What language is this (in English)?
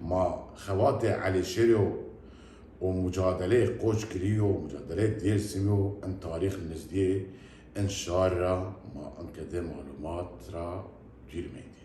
Zaza